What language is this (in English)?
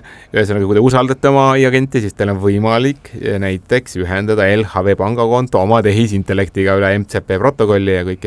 Estonian